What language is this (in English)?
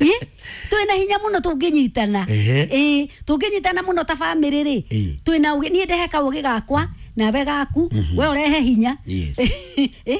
Kikuyu